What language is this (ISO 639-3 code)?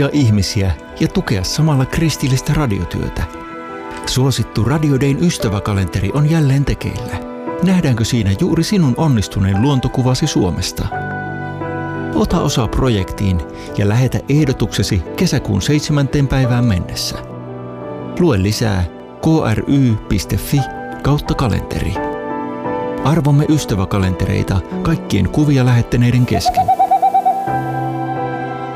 fin